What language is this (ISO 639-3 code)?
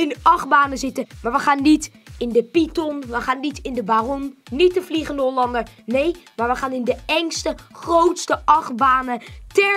nld